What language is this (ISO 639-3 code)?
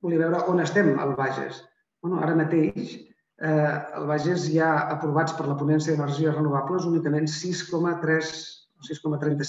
cat